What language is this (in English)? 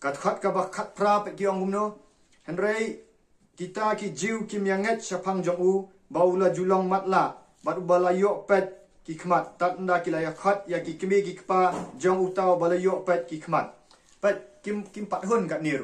Khasi